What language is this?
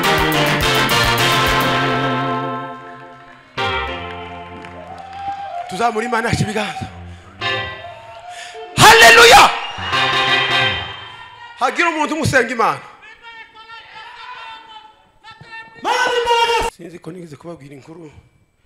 Kinyarwanda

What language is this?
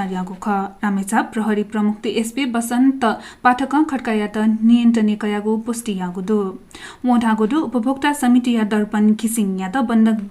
Newari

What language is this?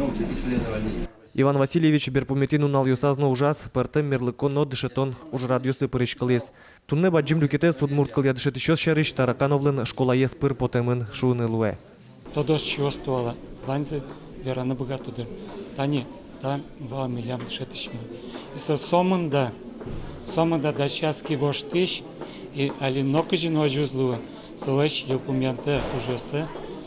Udmurt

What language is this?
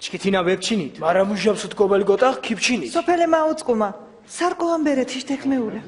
Mingrelian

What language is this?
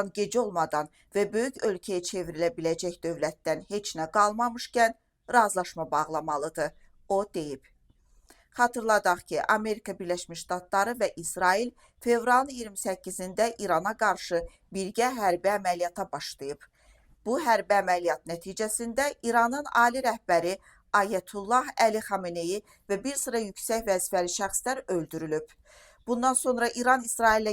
Azerbaijani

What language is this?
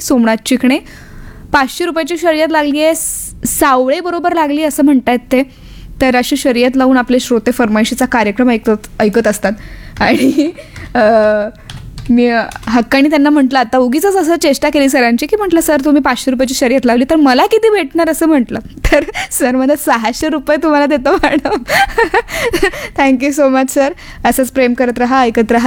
Marathi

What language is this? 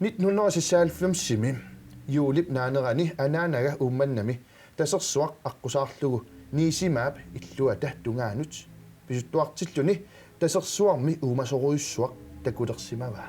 Kalaallisut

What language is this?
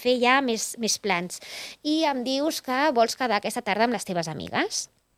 Catalan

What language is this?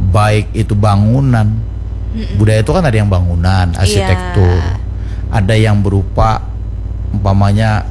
Banjar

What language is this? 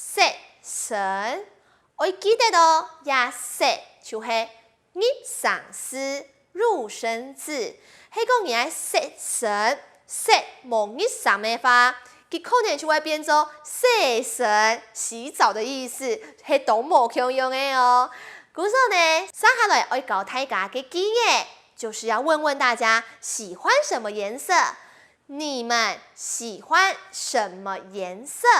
Hakka Chinese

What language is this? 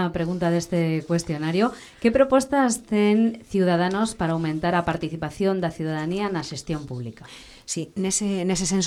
Galician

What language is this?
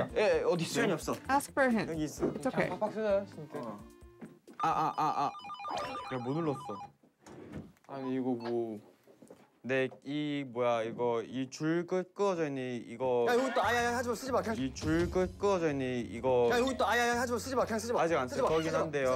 Korean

